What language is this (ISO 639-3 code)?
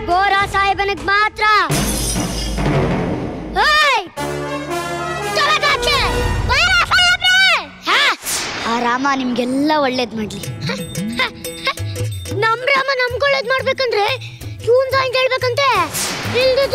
kan